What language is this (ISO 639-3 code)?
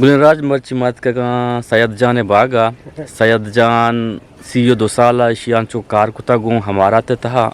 bgp